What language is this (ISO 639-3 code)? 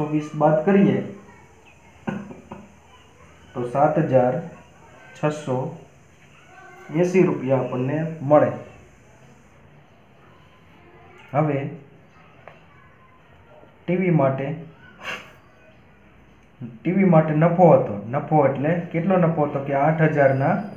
guj